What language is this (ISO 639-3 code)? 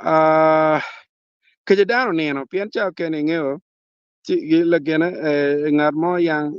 ach